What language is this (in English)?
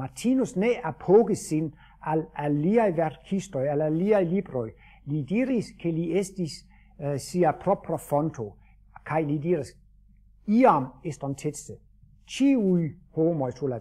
Esperanto